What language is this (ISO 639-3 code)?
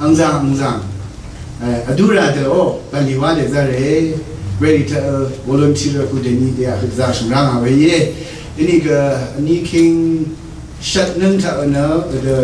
raw